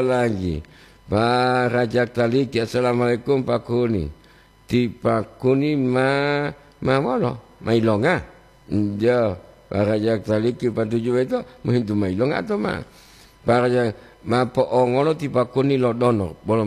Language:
Gorontalo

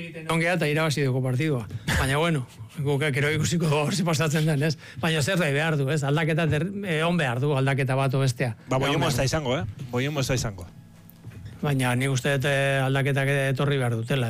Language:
Basque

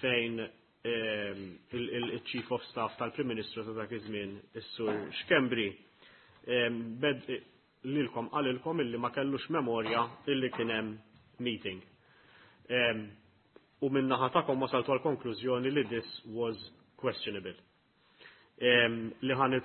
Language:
Maltese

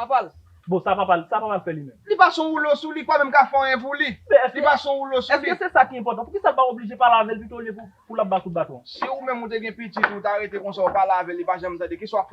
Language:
Haitian Creole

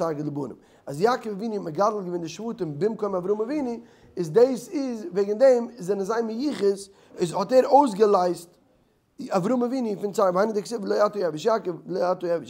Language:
Yiddish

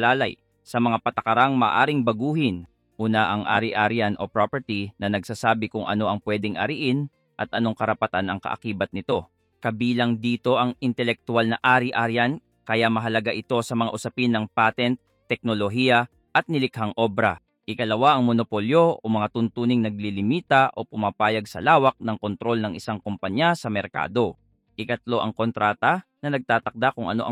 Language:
Filipino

